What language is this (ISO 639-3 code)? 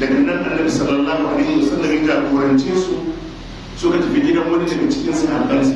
hau